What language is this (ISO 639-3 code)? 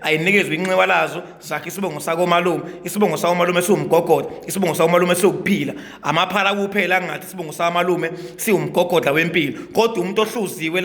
zul